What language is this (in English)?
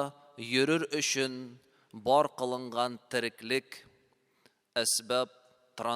Tatar